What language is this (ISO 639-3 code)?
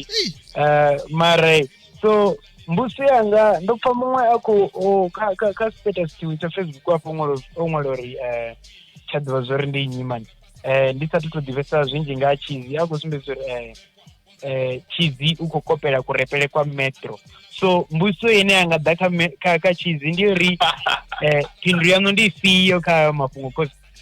ven